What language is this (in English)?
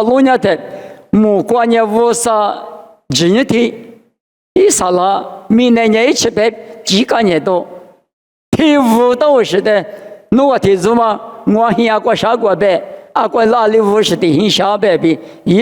Lisu